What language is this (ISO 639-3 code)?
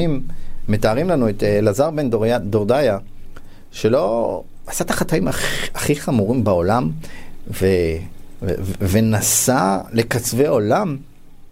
heb